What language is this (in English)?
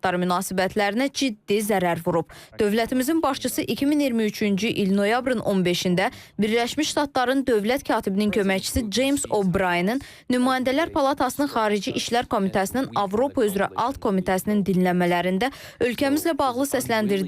Azerbaijani